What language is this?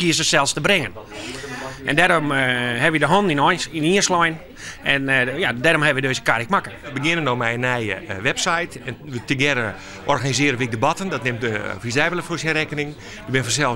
Western Frisian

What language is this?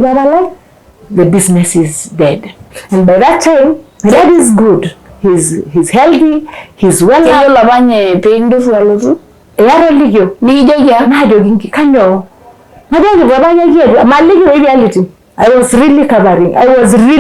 Masai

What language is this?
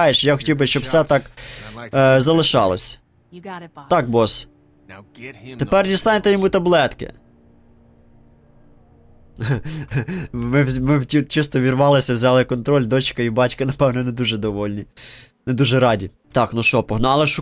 Ukrainian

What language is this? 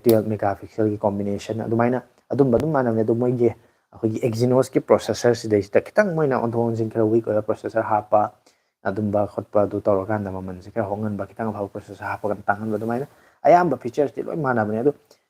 Manipuri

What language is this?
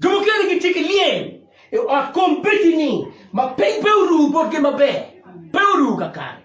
Acoli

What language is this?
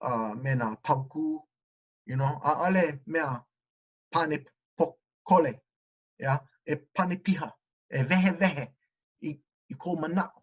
Hawaiian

